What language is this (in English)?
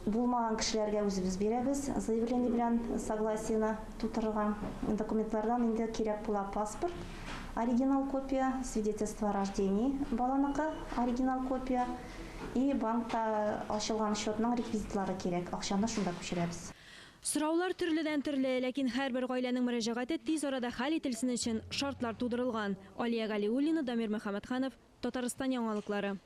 Tatar